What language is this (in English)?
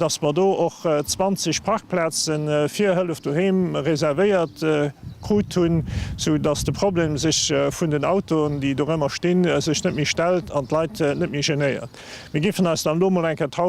Luxembourgish